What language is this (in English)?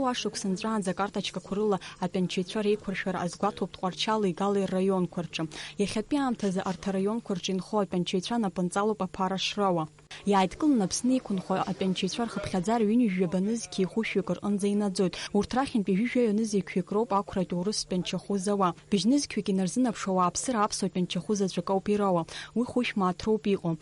Abkhazian